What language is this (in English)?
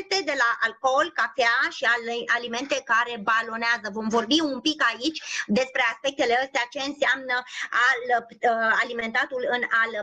Romanian